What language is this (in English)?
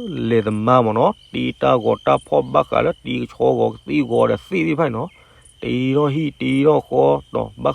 S'gaw Karen